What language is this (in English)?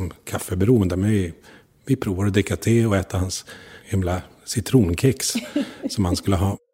Swedish